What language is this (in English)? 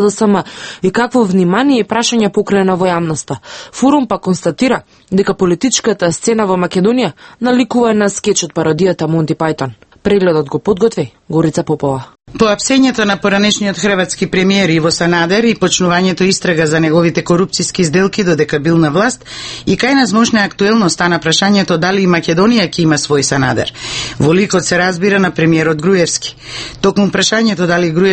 Macedonian